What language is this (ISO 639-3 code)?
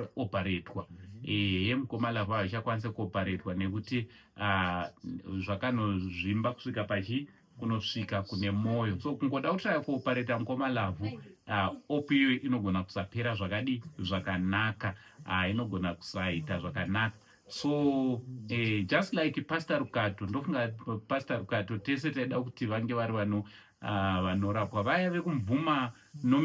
sna